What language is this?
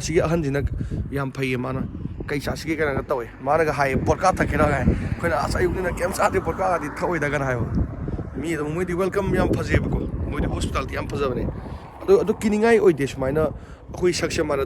Manipuri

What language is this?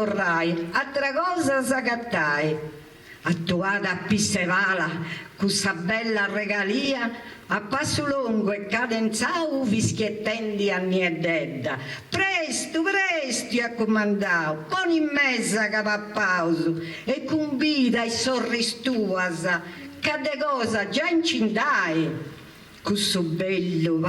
Sardinian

